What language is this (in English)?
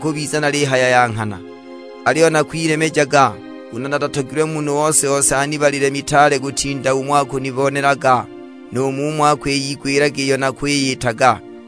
Sukuma